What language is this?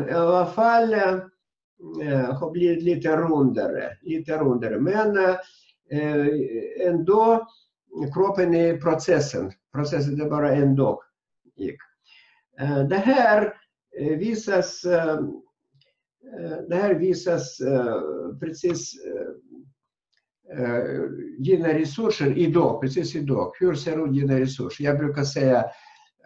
Swedish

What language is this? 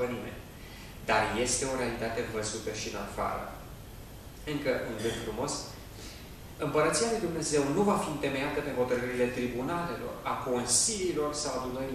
Romanian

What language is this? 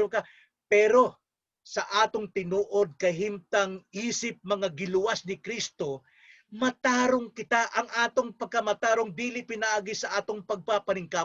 Cebuano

